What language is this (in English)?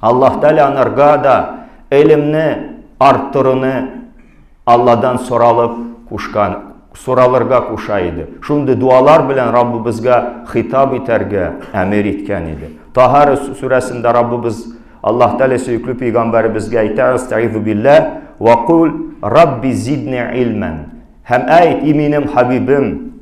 Tatar